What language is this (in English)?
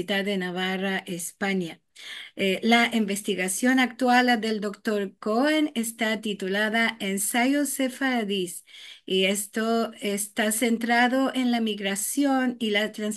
Ladino